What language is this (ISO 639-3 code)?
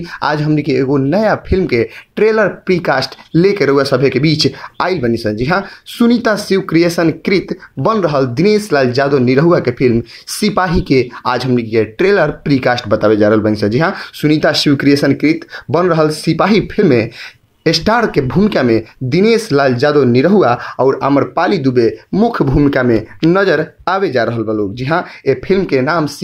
bho